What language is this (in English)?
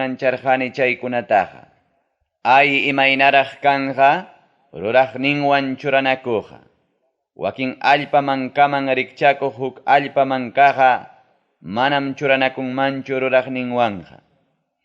Ayacucho Quechua